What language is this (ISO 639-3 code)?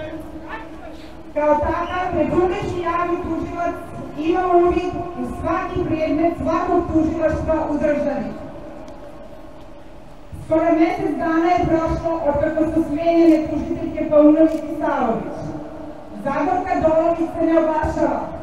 srp